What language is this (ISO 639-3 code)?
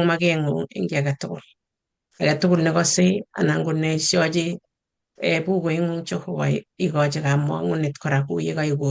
kln